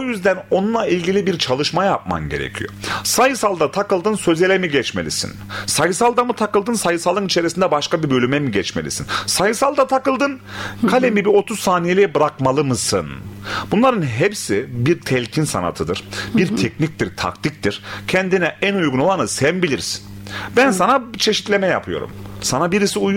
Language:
Turkish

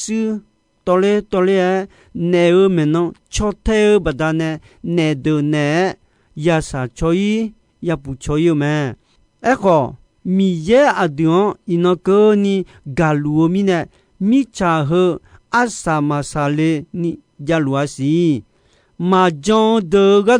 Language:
Akha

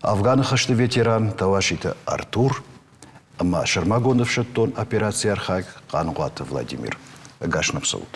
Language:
Ossetic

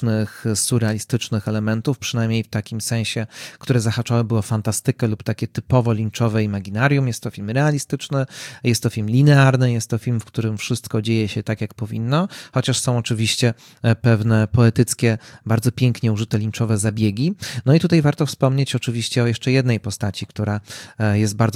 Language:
Polish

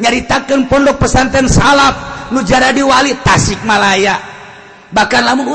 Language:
Sundanese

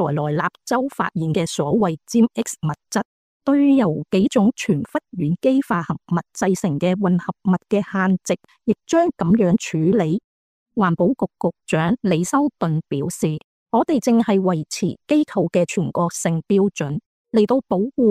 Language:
Cantonese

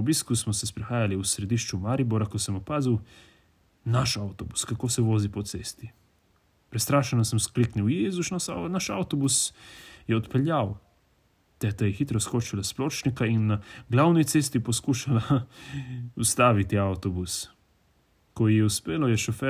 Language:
Slovenian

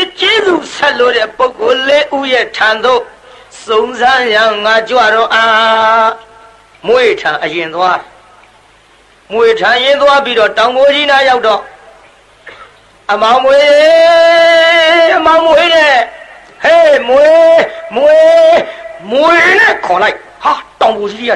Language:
Burmese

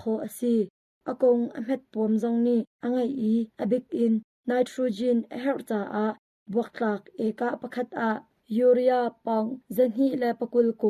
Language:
Hakha Chin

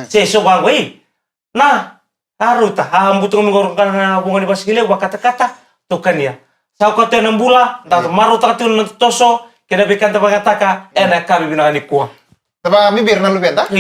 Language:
Fijian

